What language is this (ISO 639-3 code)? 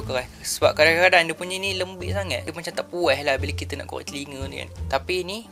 msa